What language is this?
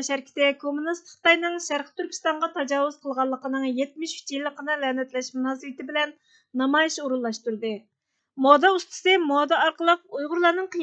Uyghur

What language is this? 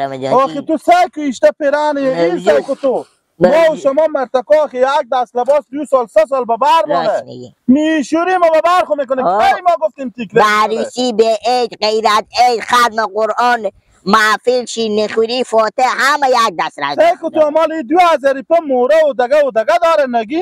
Persian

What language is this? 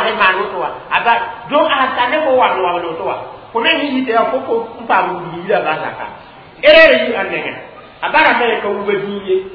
Mossi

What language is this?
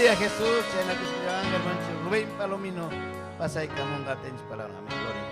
Ayacucho Quechua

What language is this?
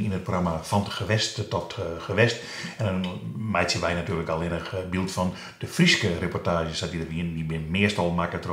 Western Frisian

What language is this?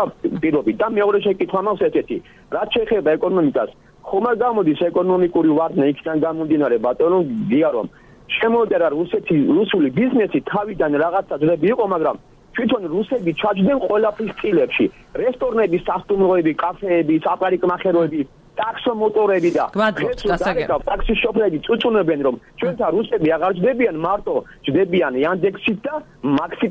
Georgian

